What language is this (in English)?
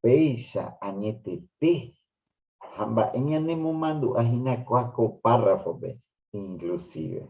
Guarani